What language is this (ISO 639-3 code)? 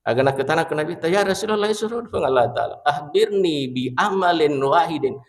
bug